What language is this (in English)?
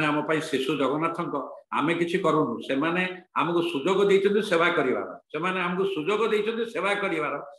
Odia